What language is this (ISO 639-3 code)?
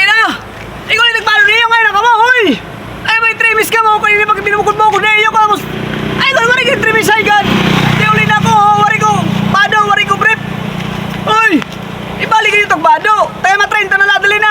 war